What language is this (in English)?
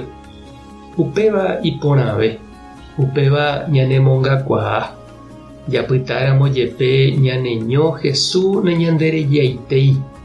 Guarani